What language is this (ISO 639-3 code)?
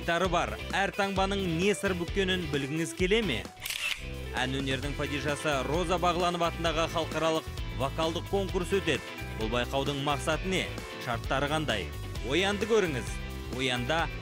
kaz